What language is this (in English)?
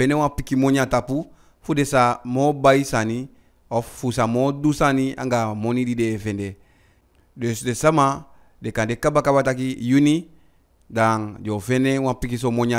Eastern Maroon Creole